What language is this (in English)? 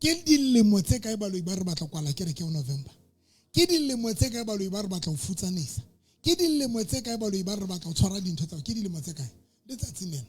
Southern Sotho